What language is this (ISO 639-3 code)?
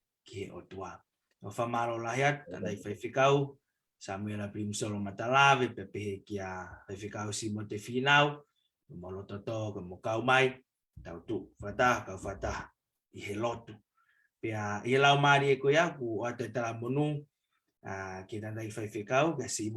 ton